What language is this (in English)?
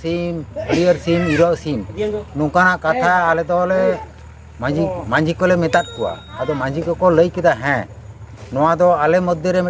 Santali